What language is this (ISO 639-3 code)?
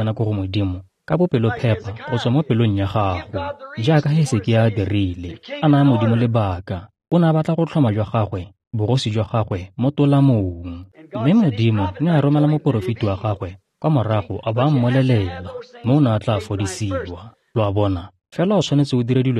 tsn